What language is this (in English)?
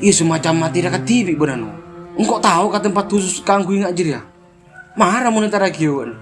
Madurese